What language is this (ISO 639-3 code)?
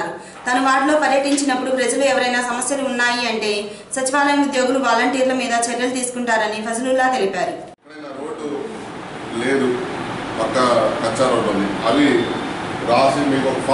tel